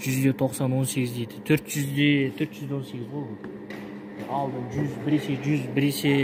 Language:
Kazakh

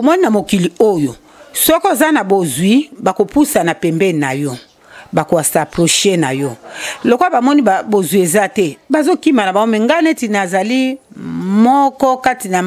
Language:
Lingala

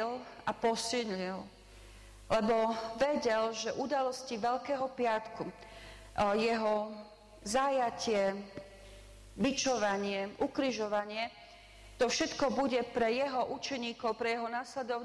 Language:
Slovak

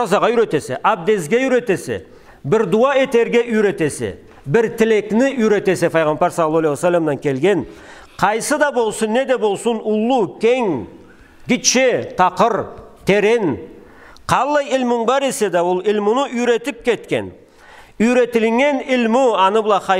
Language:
Karachay-Balkar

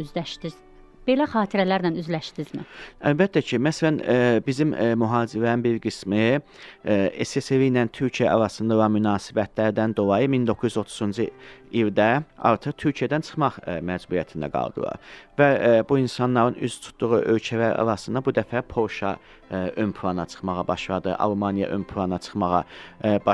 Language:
Azerbaijani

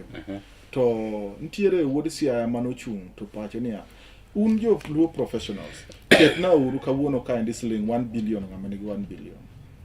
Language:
Luo (Kenya and Tanzania)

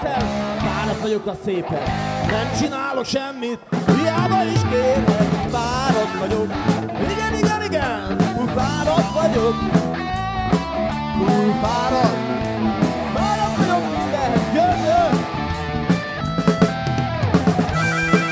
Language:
Hungarian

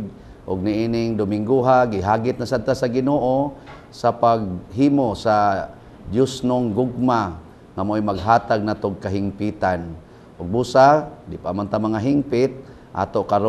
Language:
Cebuano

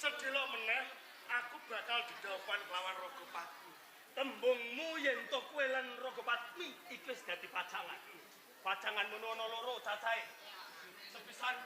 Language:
Javanese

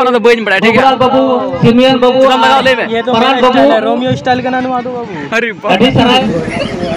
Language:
Santali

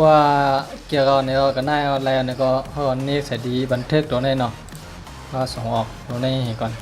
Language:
Shan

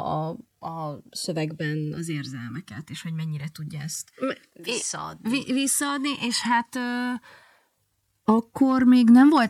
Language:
Hungarian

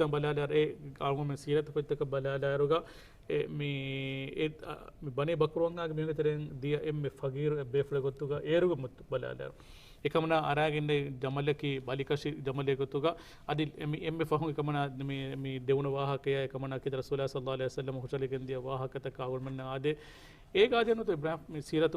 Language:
Divehi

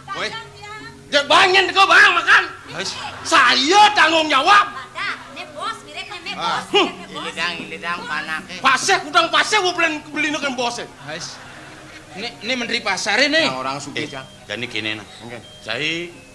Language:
Balinese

